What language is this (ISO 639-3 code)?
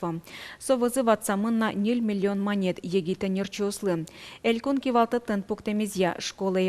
udm